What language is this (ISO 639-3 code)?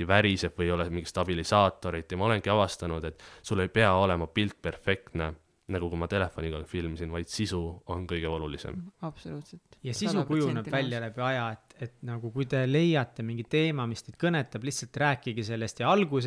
est